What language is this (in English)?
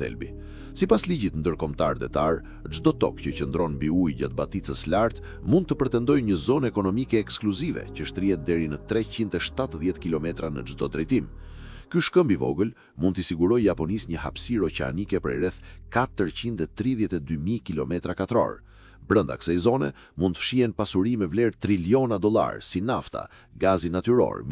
Albanian